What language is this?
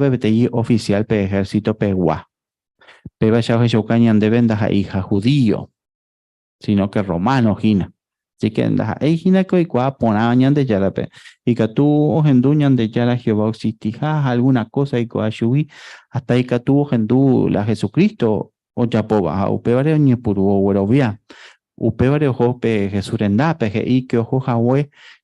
Guarani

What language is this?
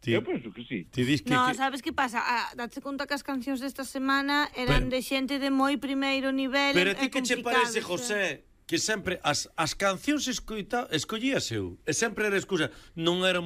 Galician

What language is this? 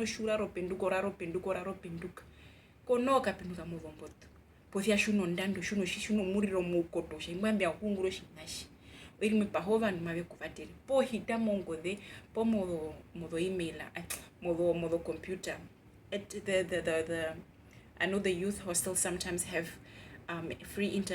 Herero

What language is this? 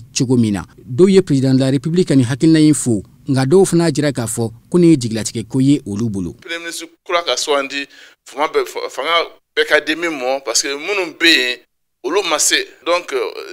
Bambara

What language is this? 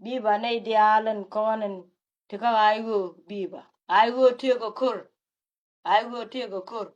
Nuer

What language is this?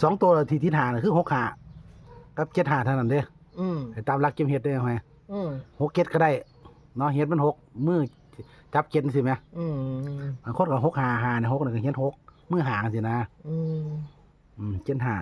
Northeastern Thai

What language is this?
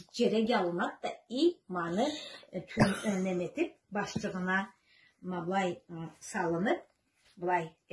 Karachay-Balkar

